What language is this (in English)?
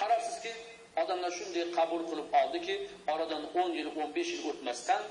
Uzbek